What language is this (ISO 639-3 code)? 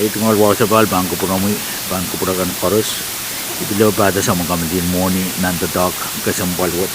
pon